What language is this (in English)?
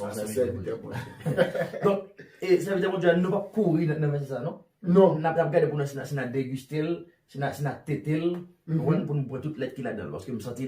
Haitian Creole